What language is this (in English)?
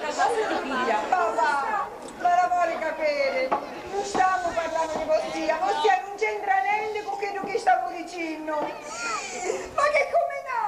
Sicilian